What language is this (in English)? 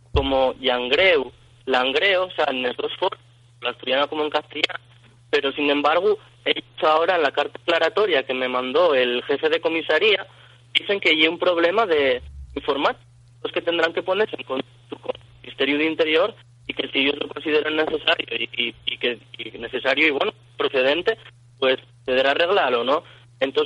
Asturian